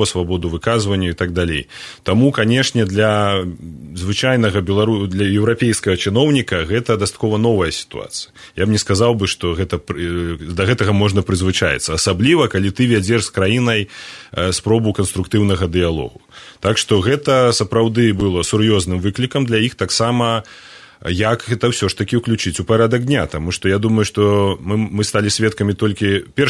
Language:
Belarusian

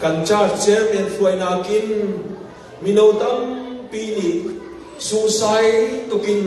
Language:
Hakha Chin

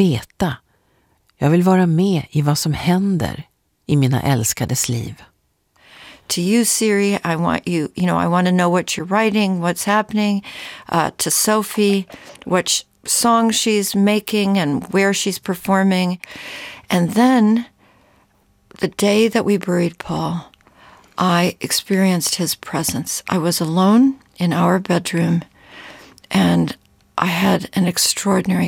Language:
Swedish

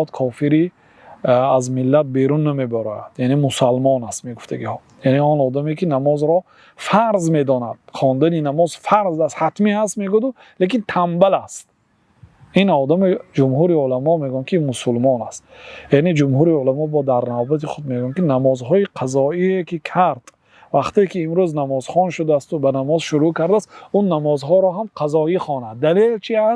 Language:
Tajik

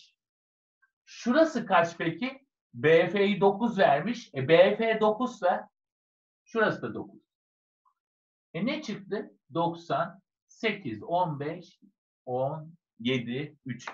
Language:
Turkish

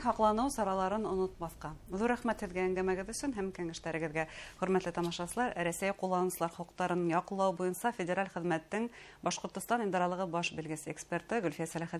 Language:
Bashkir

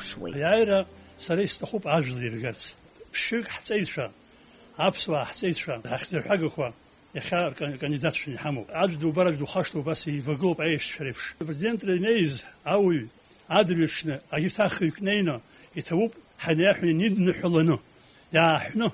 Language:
Abkhazian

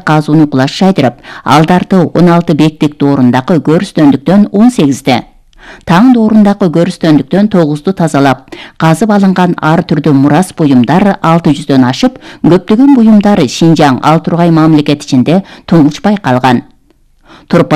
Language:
Kyrgyz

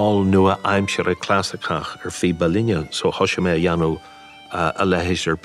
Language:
Irish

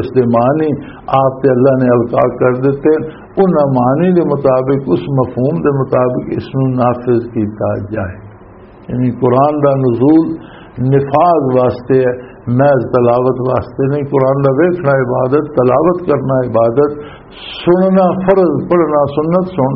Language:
Western Panjabi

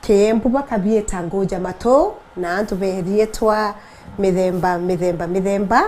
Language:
Meru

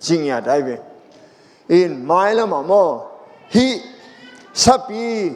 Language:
Tedim Chin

